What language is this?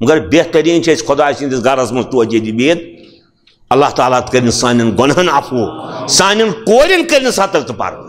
Kashmiri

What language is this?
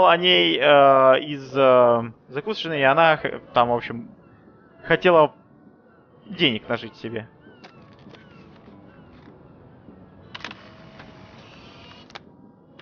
Russian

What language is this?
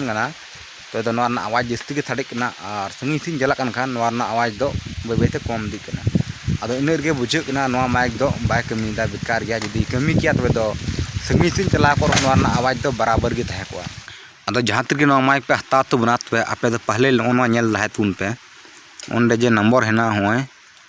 Santali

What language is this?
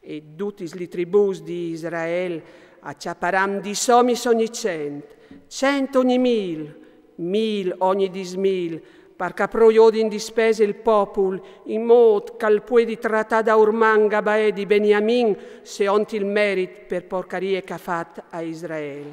Friulian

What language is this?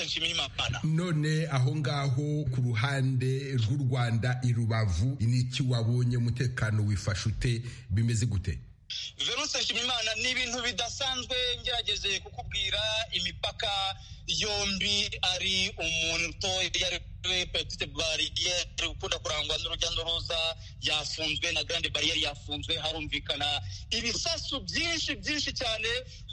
Kinyarwanda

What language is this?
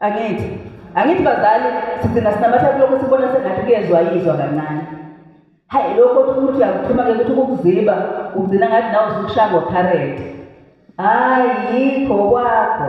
Zulu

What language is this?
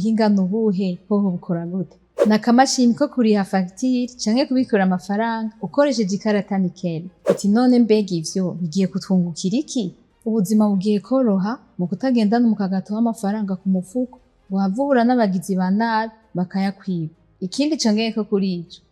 Rundi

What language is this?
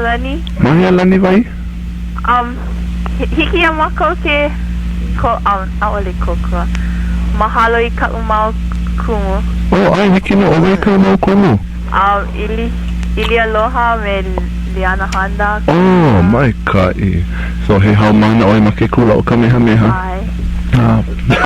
Hawaiian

